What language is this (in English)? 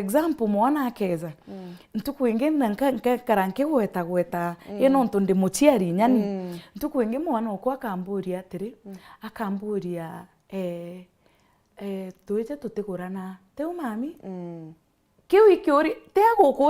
Meru